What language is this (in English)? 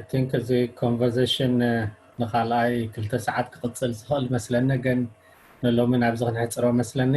Tigrinya